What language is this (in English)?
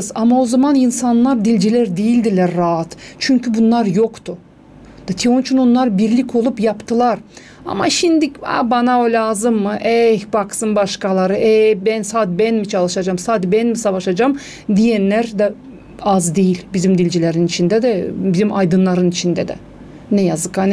Gagauz